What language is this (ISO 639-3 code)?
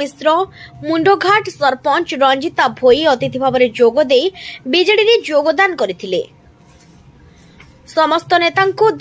ori